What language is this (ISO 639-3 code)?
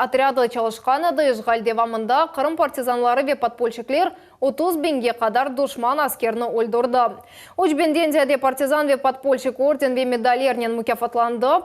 crh